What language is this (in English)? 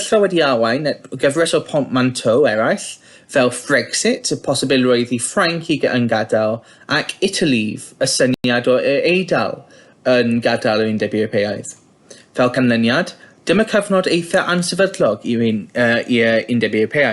Welsh